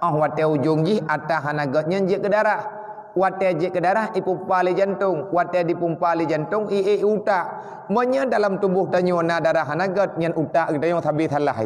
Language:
Achinese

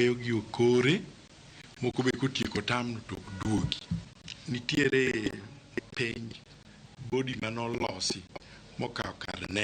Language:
Luo (Kenya and Tanzania)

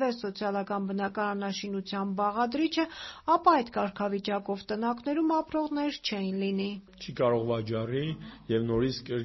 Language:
Armenian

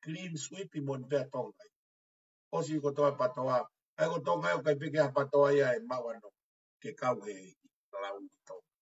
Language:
Tongan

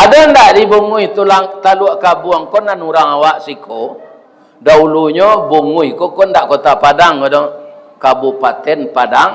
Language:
Minangkabau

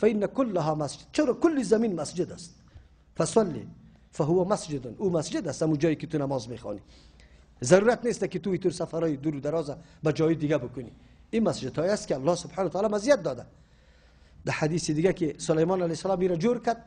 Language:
Persian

